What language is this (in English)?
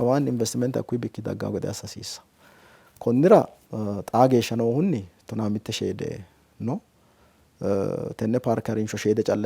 Sidamo